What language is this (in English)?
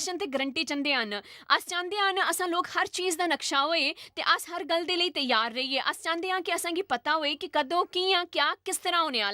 Dogri